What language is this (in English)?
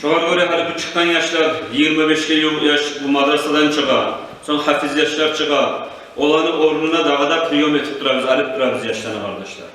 Kumyk